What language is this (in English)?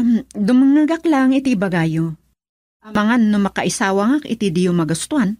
Iloko